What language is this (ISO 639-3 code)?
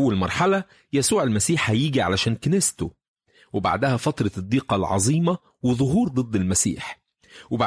arz